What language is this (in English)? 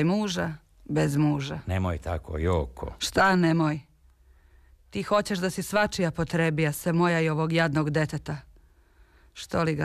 Serbian